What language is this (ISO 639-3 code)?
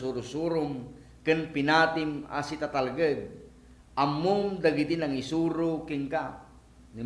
ilo